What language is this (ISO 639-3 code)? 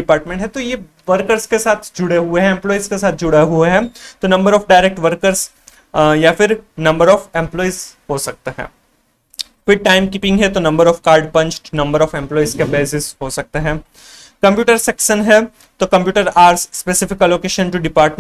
hin